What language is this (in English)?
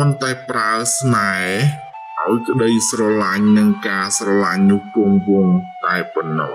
Khmer